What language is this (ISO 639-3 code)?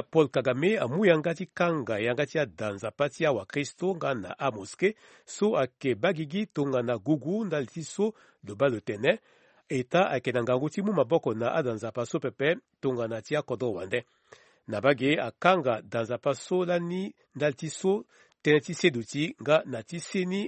sag